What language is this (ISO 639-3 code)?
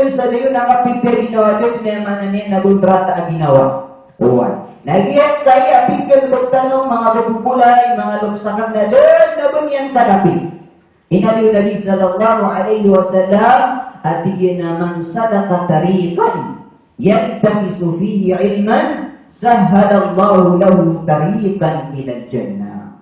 mrw